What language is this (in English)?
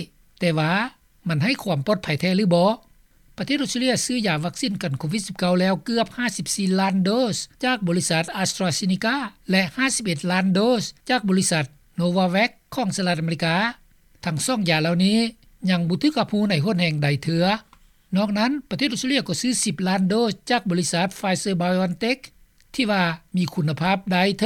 Lao